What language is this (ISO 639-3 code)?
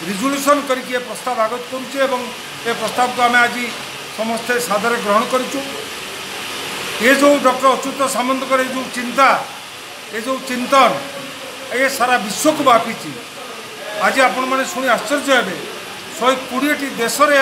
ori